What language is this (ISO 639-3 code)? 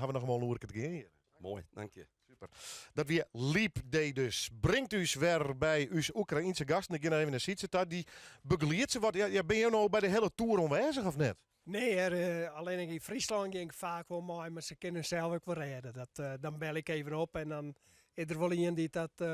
fry